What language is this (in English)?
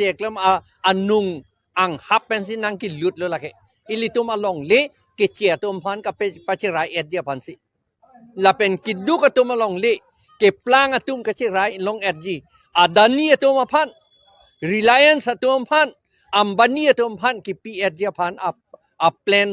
Karbi